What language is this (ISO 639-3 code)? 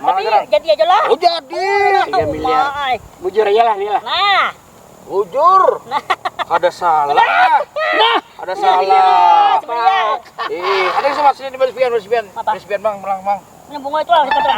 bjn